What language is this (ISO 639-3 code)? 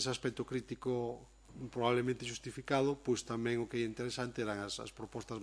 glg